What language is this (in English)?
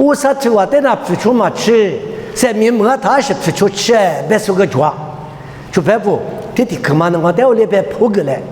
Lisu